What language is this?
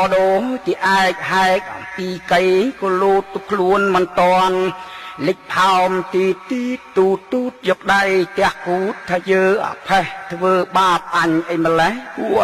Khmer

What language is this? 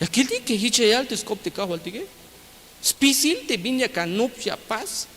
Tzeltal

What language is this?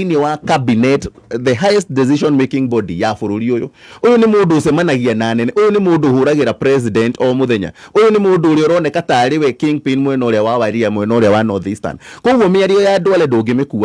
Kikuyu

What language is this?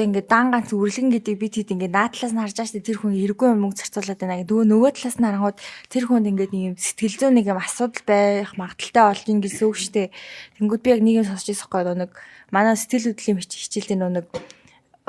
Mongolian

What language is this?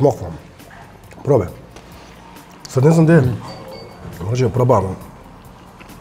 Serbian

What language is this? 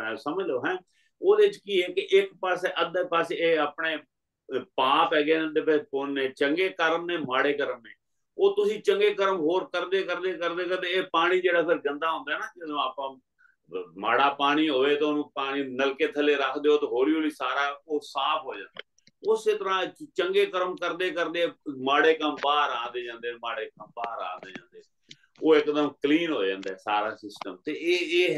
Punjabi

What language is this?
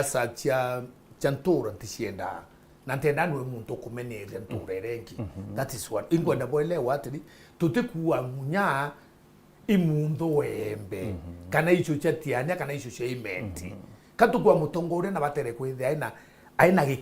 Meru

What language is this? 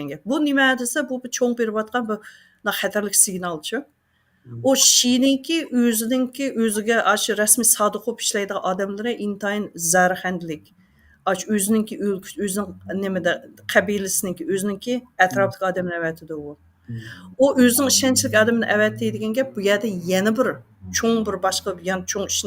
Uyghur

